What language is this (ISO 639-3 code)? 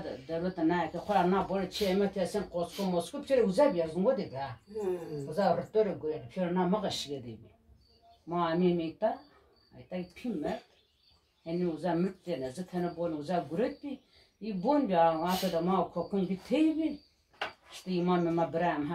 zza